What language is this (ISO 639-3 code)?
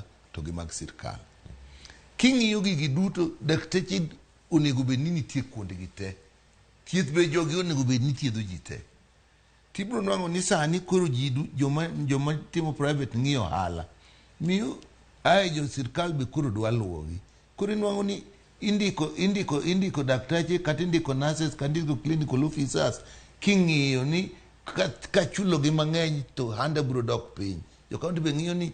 luo